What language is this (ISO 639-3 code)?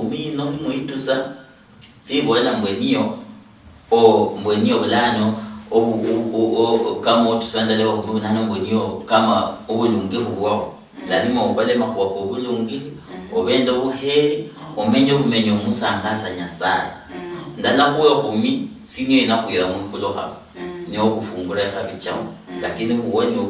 luy